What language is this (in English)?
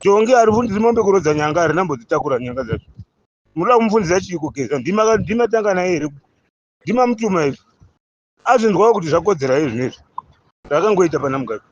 Shona